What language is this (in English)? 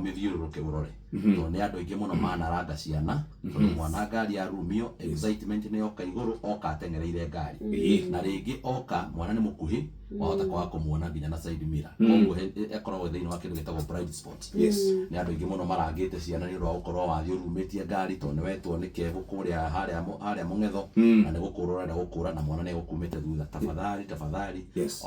Kikuyu